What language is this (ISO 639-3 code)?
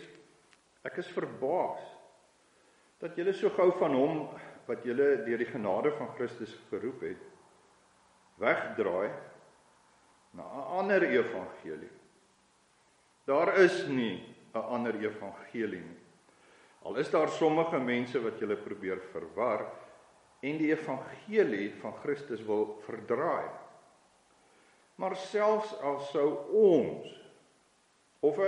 afr